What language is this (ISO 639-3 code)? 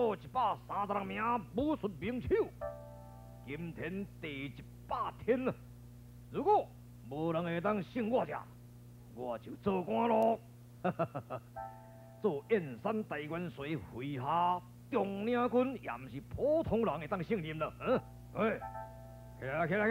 nan